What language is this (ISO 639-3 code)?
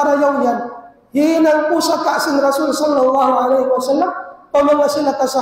tsg